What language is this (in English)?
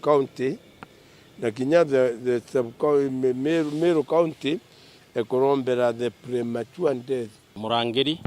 Meru